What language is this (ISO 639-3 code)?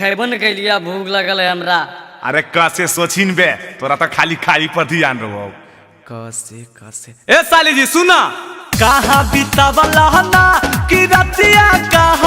mag